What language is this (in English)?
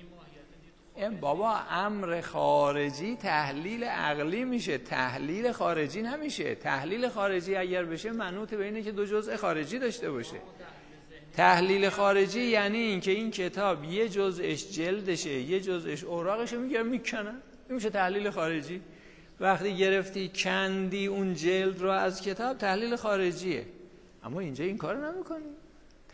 Persian